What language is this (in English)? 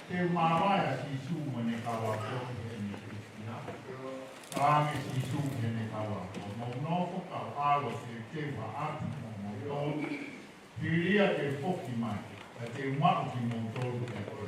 Tongan